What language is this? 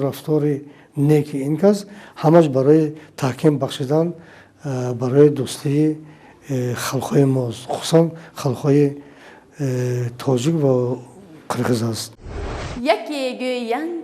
Tajik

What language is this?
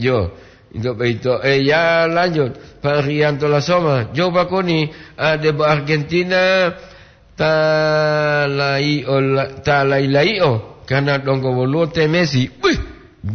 Gorontalo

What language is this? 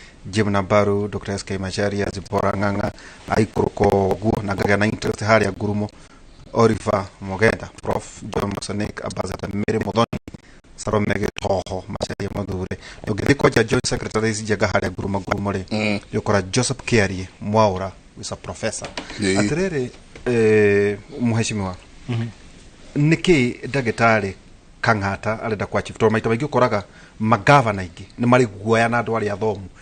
Kikuyu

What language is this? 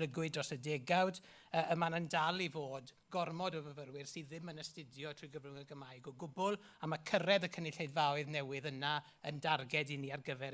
Welsh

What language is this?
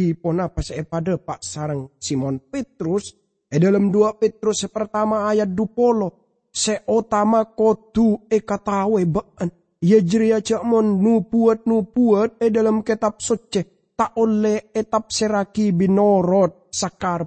Madurese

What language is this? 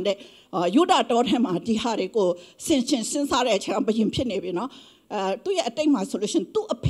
Burmese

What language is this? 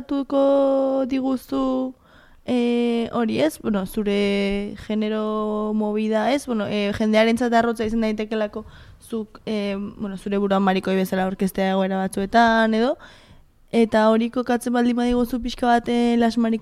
Basque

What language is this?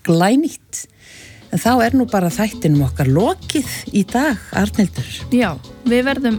Icelandic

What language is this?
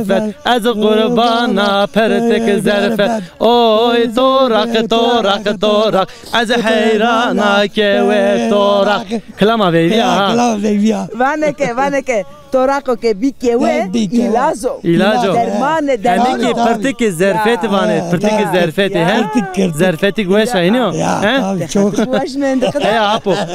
Zaza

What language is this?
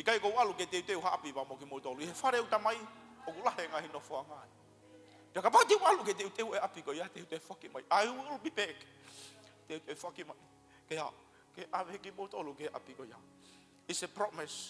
Tongan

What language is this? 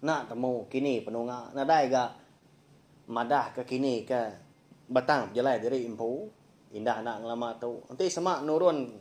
Iban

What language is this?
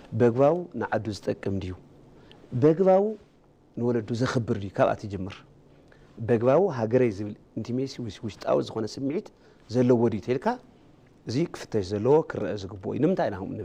Tigrinya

